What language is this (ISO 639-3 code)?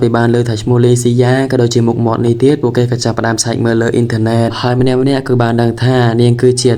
khm